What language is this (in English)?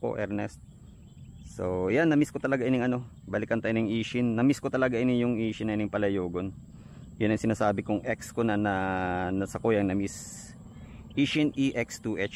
Bikol